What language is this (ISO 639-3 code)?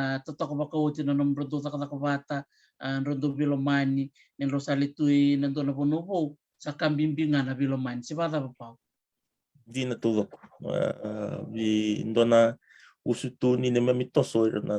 fij